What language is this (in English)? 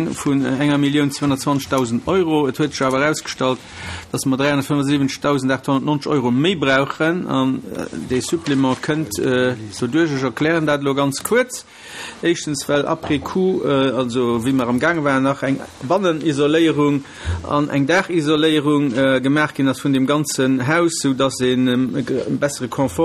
Luxembourgish